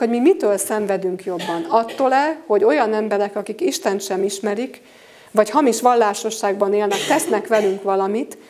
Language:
Hungarian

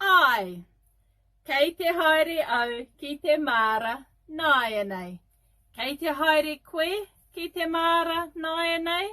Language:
Māori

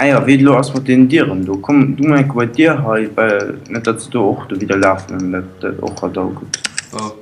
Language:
Luxembourgish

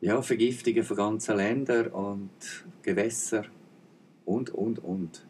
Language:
Swiss German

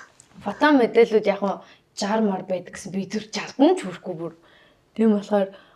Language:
Mongolian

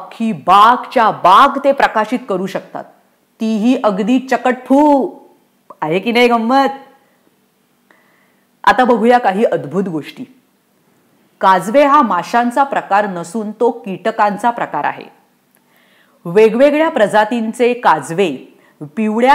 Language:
Marathi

